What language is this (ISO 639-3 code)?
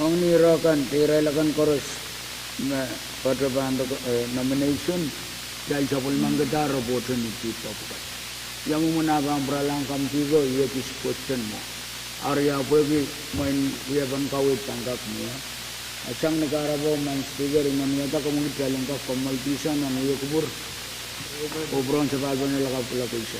pon